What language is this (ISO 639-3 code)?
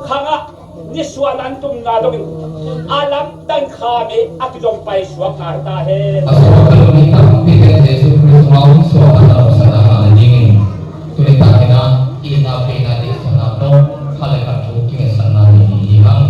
ctd